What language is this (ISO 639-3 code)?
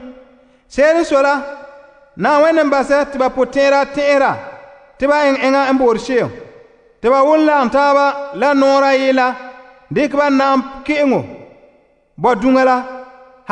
gur